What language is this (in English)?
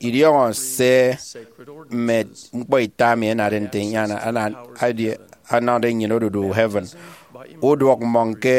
Efik